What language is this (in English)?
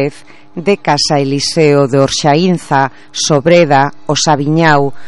Galician